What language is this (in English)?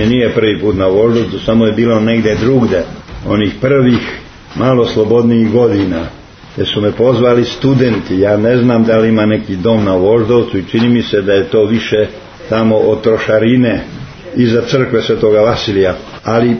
Serbian